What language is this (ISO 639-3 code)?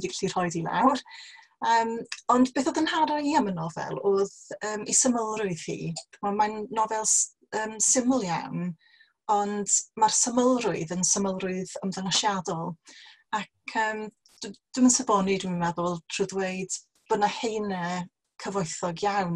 cym